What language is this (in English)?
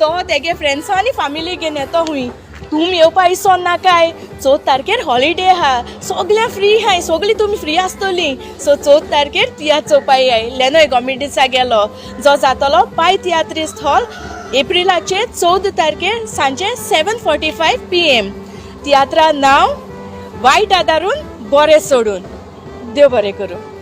Konkani